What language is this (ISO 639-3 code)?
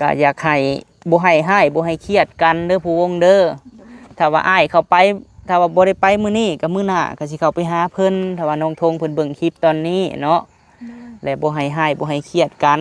lao